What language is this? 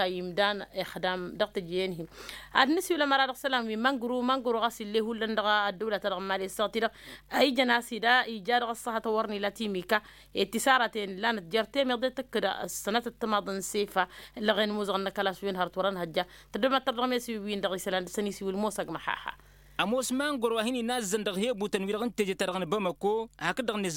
Tamasheq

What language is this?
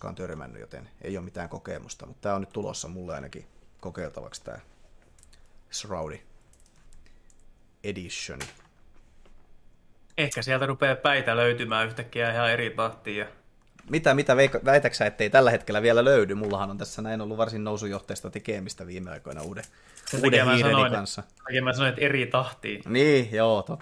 Finnish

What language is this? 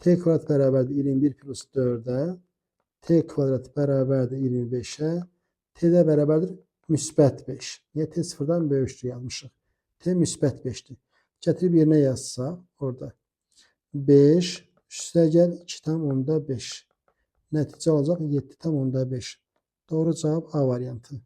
Azerbaijani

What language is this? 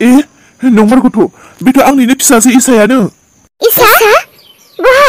Bodo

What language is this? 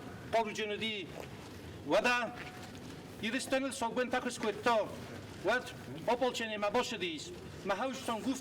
Ossetic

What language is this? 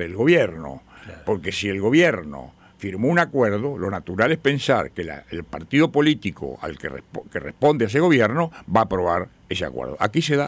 Spanish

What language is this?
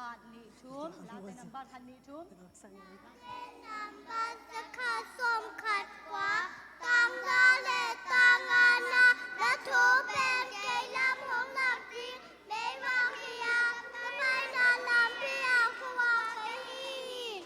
Tedim Chin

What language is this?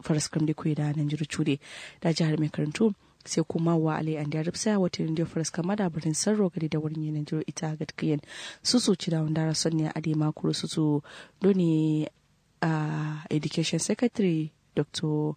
Kanuri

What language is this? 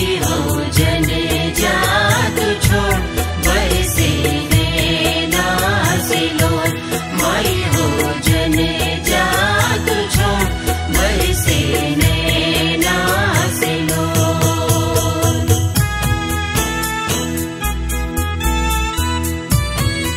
Bhojpuri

